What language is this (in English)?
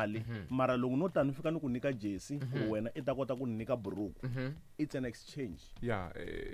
Tsonga